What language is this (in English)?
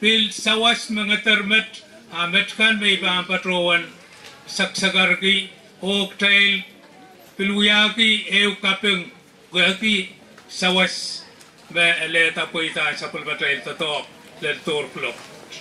Pohnpeian